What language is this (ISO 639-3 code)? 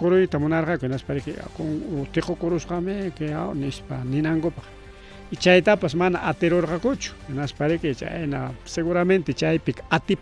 quy